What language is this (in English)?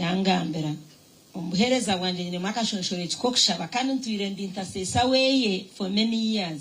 Nyankole